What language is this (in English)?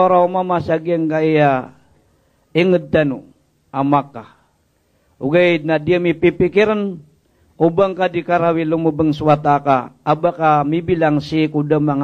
Maranao